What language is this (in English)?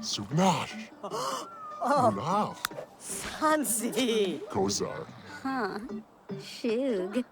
Bavarian